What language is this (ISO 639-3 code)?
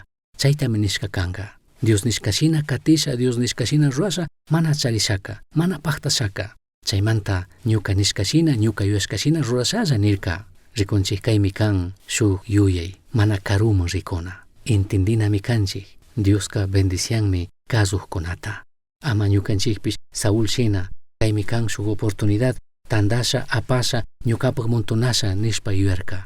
qug